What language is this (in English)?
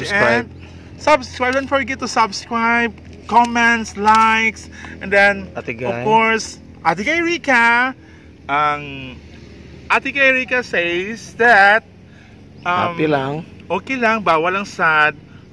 Cebuano